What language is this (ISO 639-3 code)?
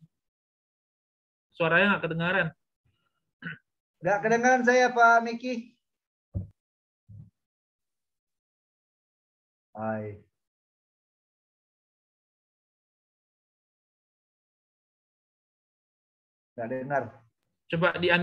ind